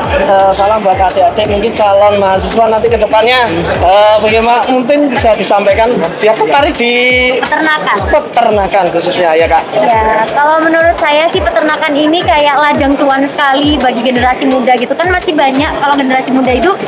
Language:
Indonesian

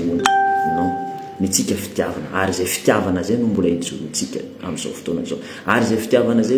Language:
Malagasy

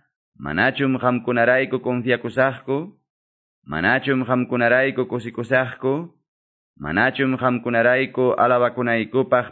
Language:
Ayacucho Quechua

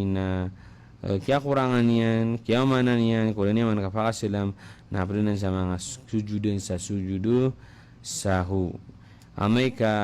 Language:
Maranao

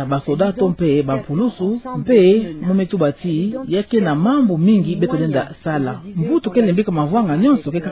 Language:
Kituba (Democratic Republic of Congo)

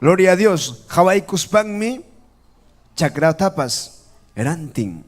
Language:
Ayacucho Quechua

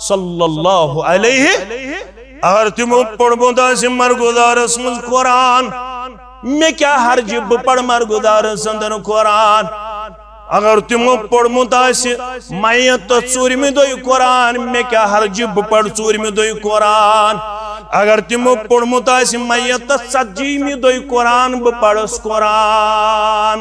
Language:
Kashmiri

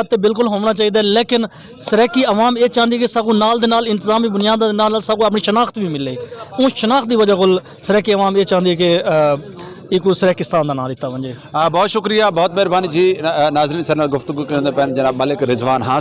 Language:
Saraiki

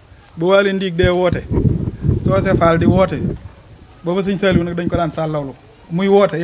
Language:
Wolof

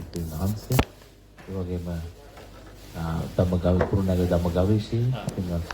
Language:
Sinhala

